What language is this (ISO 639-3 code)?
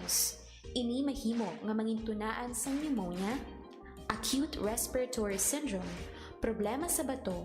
hil